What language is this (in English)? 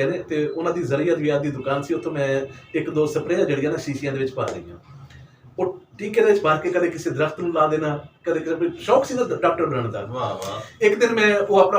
Western Panjabi